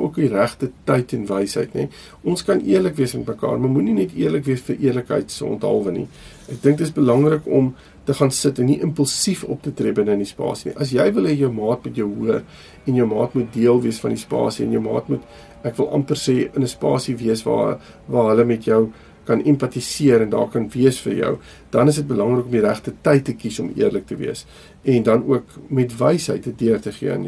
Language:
Afrikaans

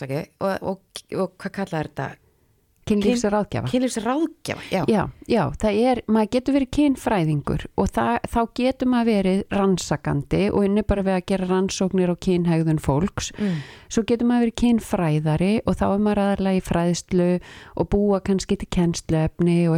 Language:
Icelandic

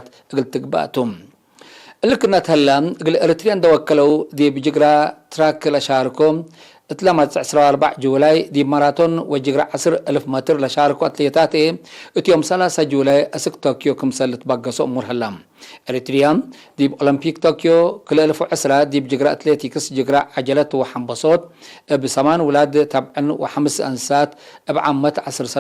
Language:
Tigre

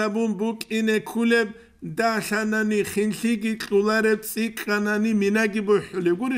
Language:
Avaric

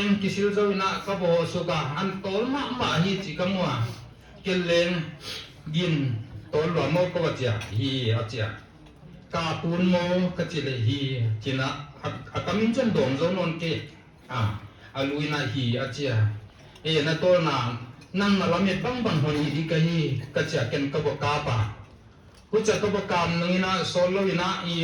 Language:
Paite Chin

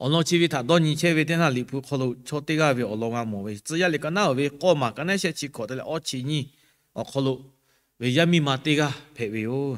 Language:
Lahu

